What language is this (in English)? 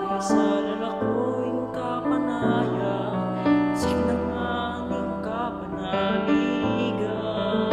Pampanga